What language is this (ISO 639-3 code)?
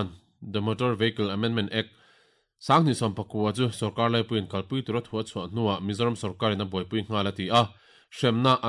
lus